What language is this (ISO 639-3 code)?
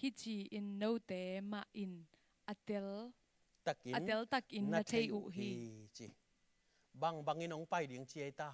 ctd